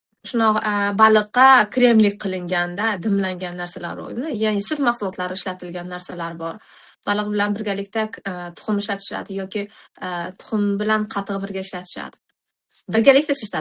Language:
Uzbek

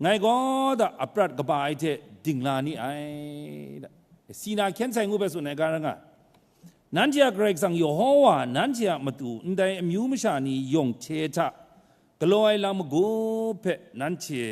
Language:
Kachin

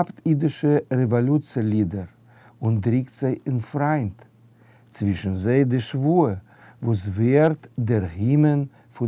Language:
Yiddish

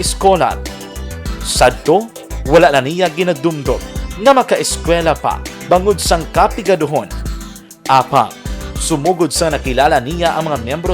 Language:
Hiligaynon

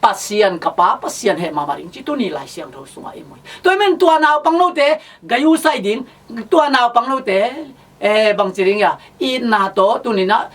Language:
Tedim Chin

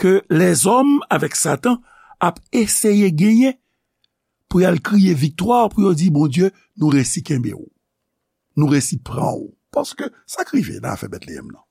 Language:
Haitian Creole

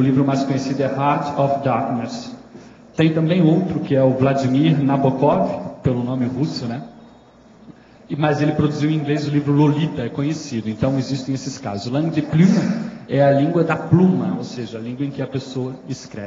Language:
Portuguese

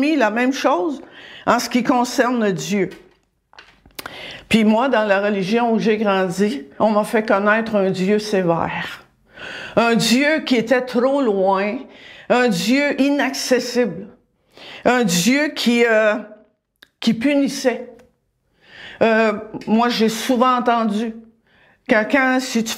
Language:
French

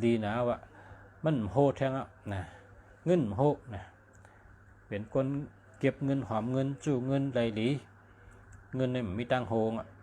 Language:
Shan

